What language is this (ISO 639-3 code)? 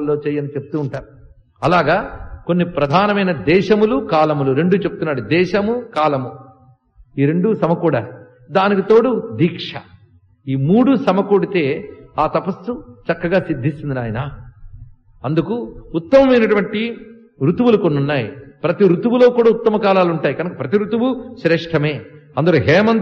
tel